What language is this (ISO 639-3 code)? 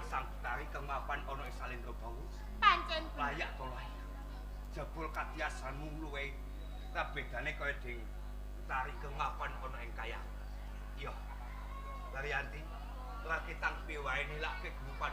jav